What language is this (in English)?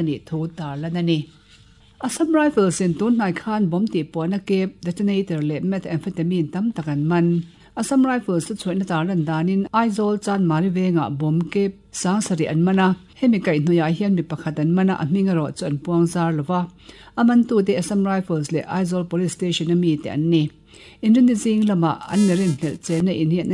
Mizo